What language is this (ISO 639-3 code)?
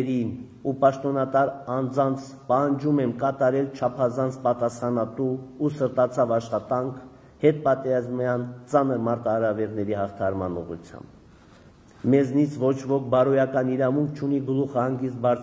hye